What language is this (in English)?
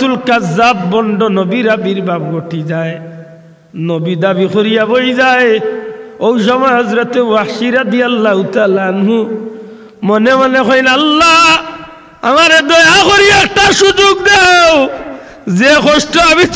Sylheti